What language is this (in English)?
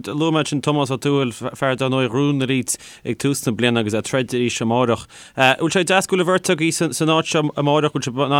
Irish